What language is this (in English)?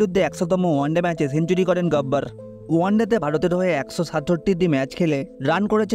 Bangla